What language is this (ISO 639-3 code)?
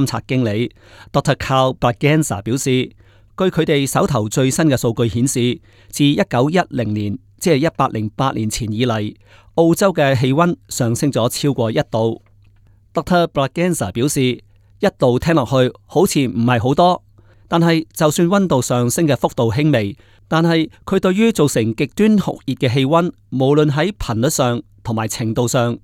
yue